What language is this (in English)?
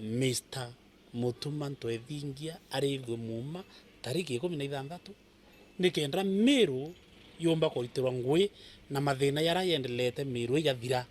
Meru